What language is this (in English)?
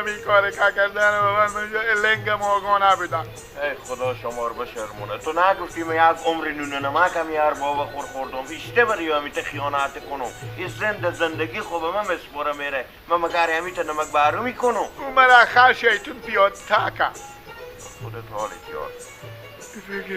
Persian